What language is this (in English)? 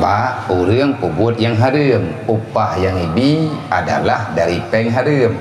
Achinese